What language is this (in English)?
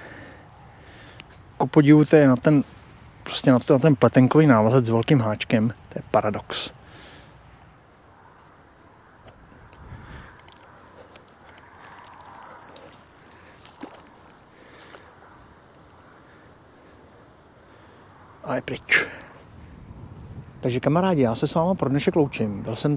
Czech